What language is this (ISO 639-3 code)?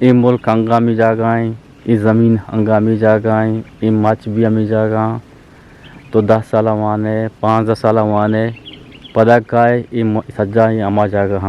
bgp